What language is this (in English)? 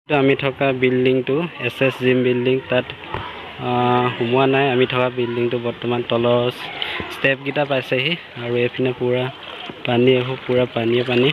Assamese